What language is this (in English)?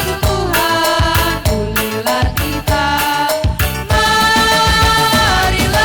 Batak Karo